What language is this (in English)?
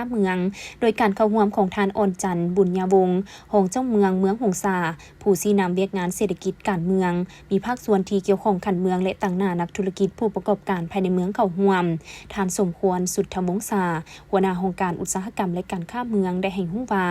Lao